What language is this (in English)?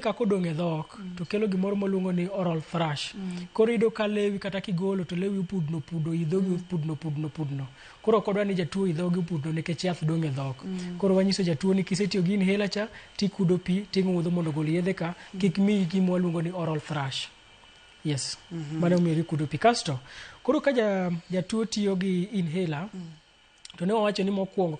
Luo (Kenya and Tanzania)